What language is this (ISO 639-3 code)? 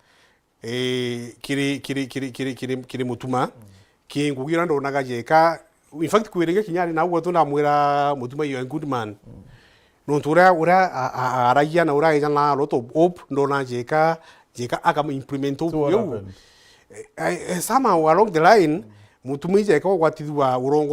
mer